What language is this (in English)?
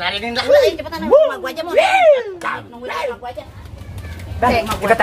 Betawi